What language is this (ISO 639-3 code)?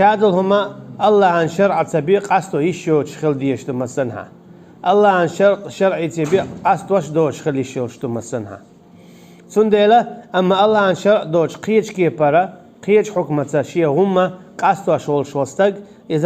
che